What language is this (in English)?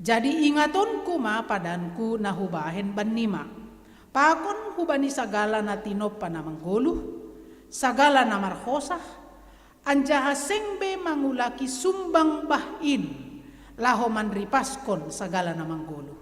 Batak Simalungun